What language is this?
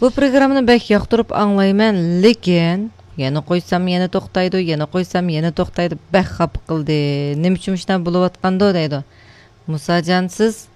Uyghur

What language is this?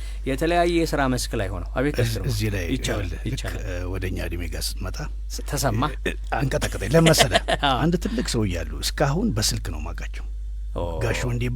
Amharic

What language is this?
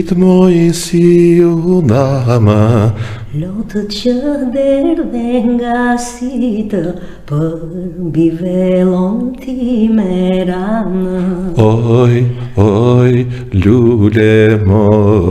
Albanian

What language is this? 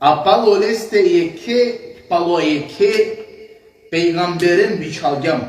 Balkan Romani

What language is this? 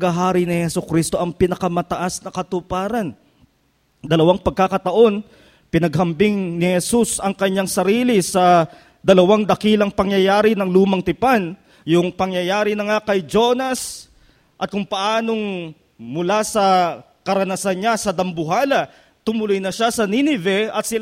Filipino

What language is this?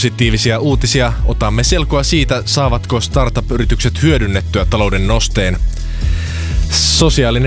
Finnish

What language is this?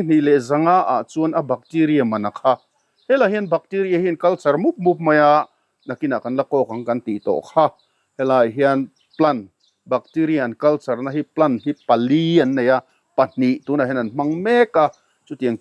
Mizo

